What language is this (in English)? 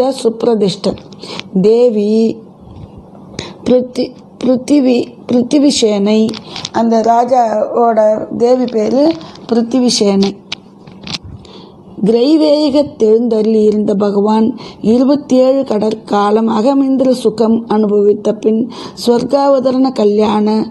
Tamil